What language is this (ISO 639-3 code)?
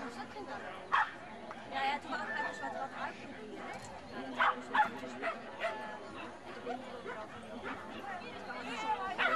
nld